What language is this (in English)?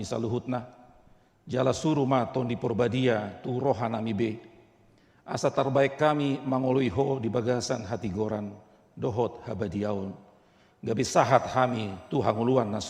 Batak Toba